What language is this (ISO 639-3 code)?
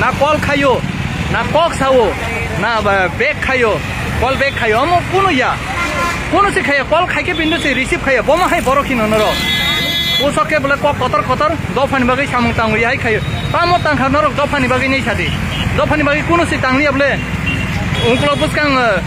trp